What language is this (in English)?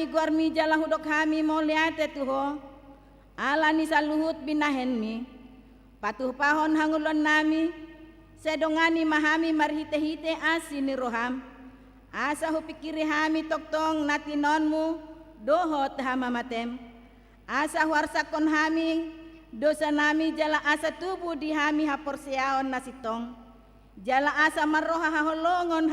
Batak Toba